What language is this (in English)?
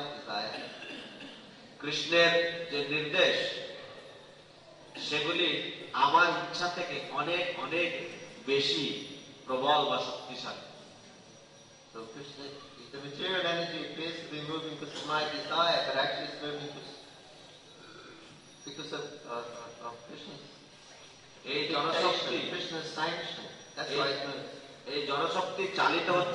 Bangla